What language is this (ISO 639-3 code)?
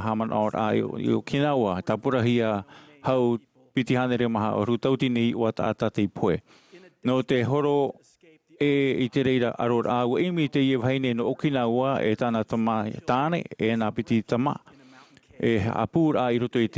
tah